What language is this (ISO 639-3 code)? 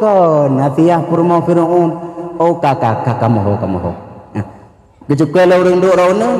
ace